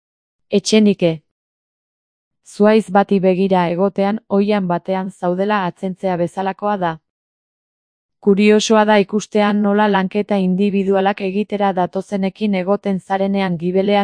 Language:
Basque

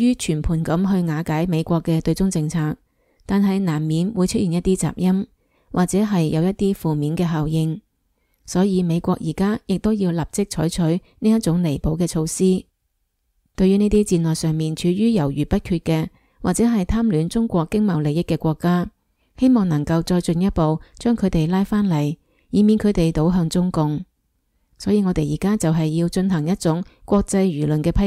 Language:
Cantonese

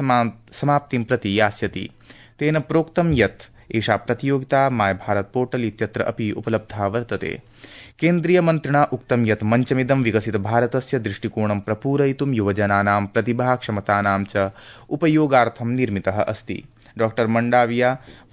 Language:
Sanskrit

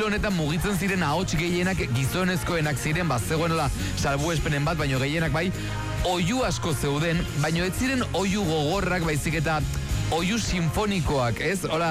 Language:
Basque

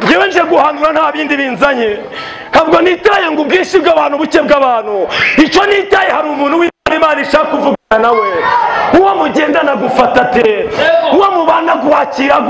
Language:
Kinyarwanda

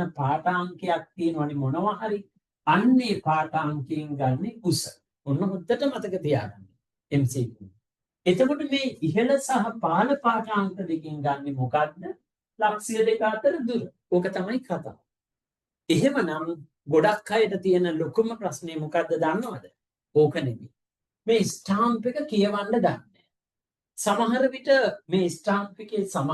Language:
Sinhala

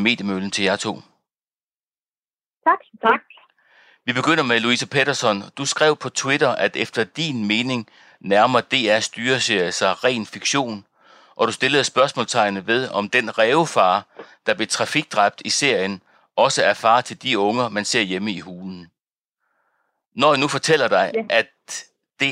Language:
Danish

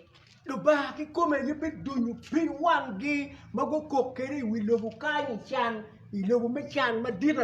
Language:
Acoli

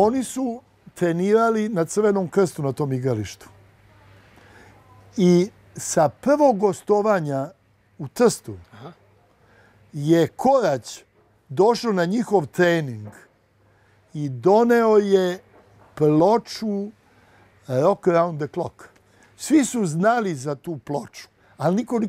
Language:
Serbian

